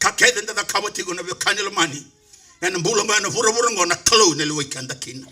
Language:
Fijian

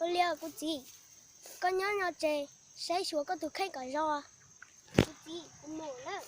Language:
Hmong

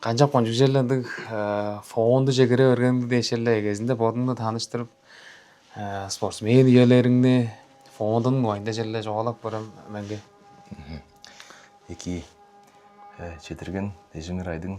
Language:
Tuvinian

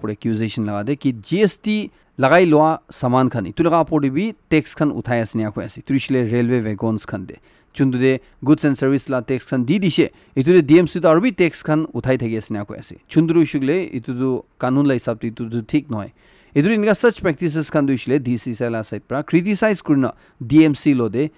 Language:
Naga Pidgin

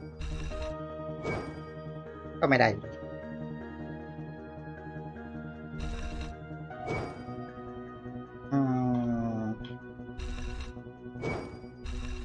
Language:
Thai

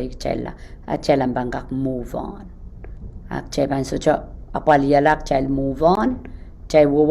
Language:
Pohnpeian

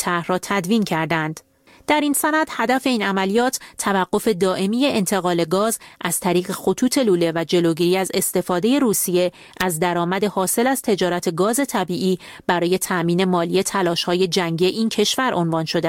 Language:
Persian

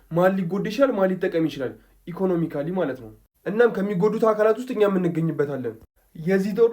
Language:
Amharic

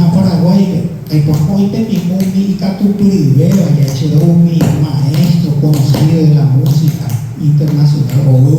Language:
Guarani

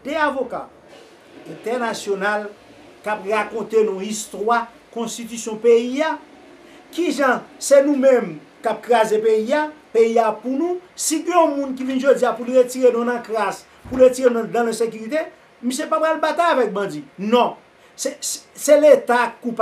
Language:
Haitian Creole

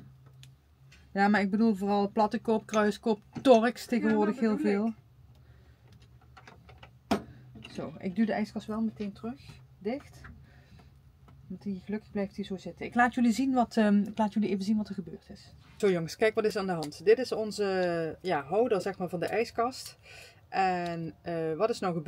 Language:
Dutch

